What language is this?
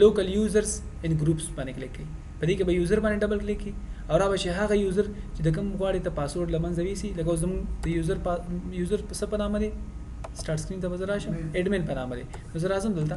Pashto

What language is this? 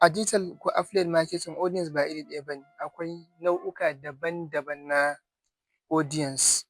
Hausa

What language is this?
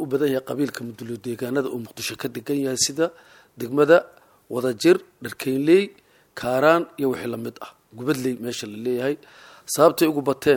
Somali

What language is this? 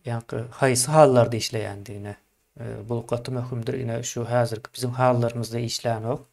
Turkmen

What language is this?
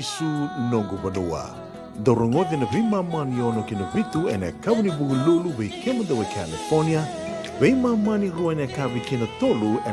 Fijian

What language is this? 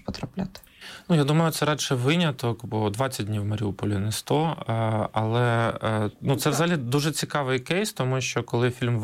Ukrainian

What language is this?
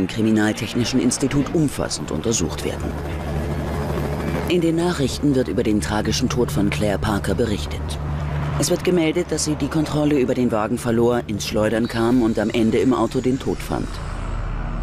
German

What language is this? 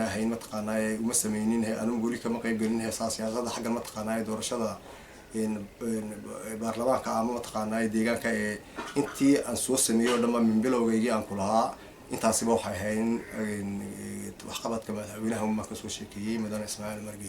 Somali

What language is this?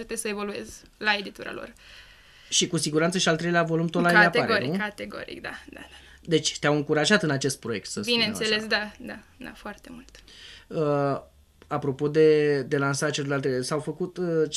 Romanian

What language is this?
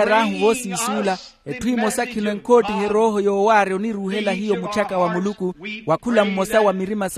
Makhuwa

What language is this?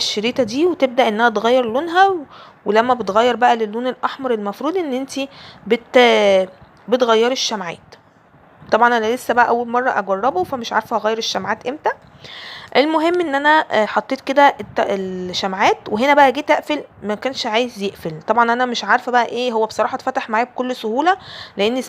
Egyptian Arabic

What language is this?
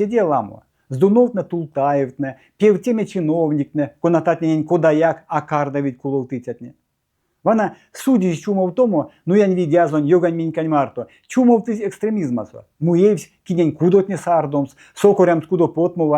Erzya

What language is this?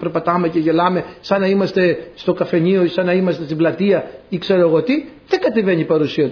Greek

